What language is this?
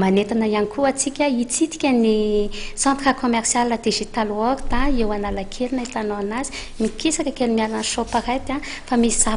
Malagasy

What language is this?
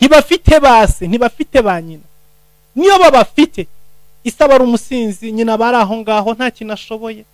Kinyarwanda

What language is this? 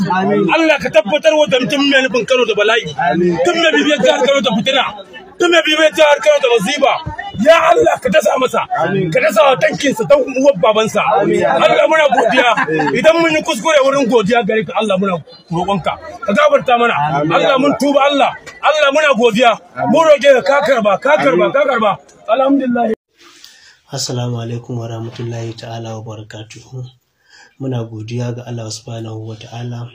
Hausa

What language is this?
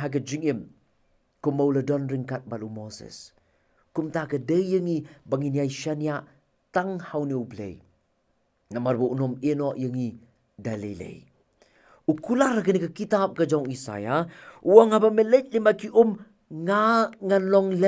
Khasi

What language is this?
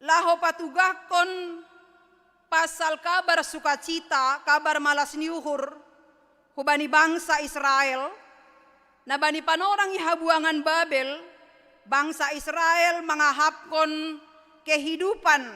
Batak Simalungun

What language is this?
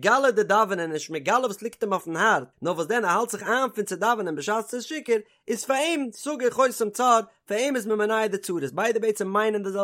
Yiddish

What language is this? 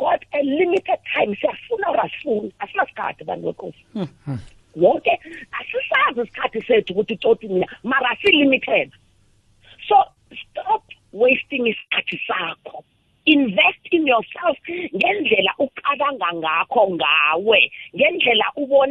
South Ndebele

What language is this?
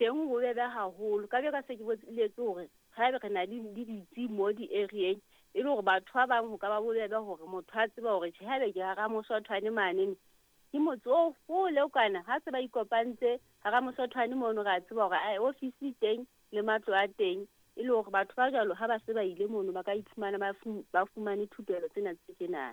Southern Sotho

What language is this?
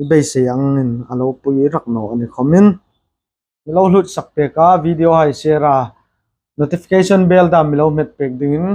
Hmar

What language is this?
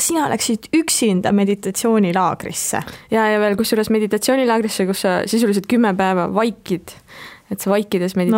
Estonian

